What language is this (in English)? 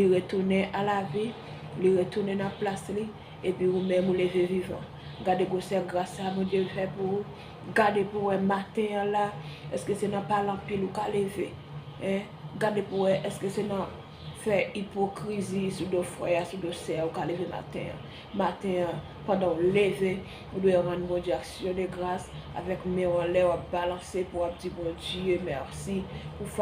Haitian Creole